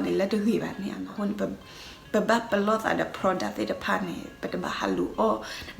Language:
S'gaw Karen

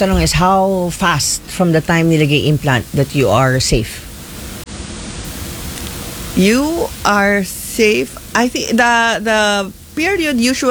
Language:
Filipino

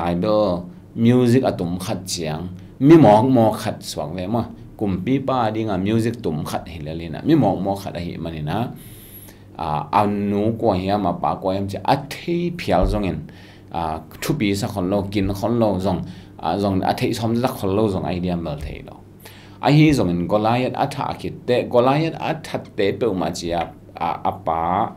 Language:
Tedim Chin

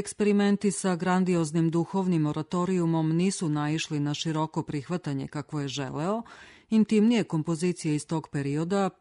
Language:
Serbian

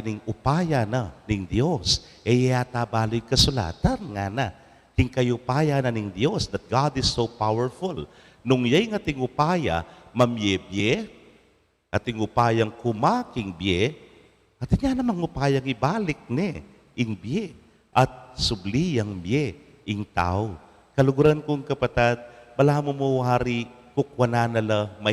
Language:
Pampanga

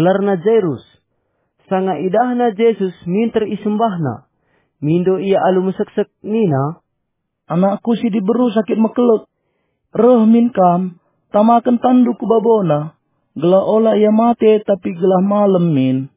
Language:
Batak Karo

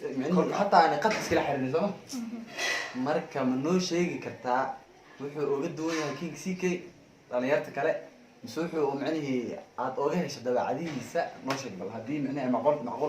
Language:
Somali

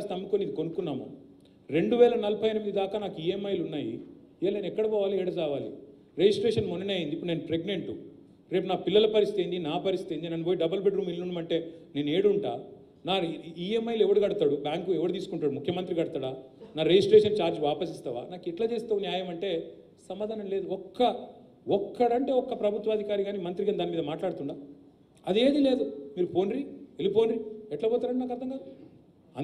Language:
Telugu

